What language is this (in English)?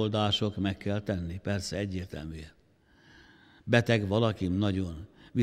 Hungarian